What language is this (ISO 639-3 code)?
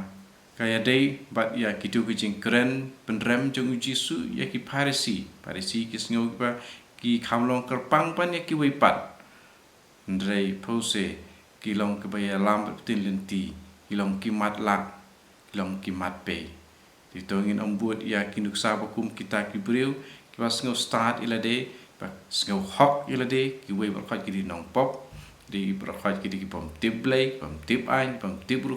kha